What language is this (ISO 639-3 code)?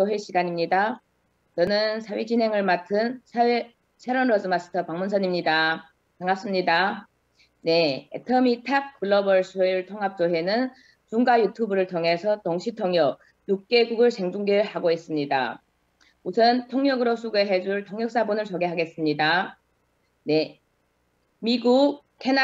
kor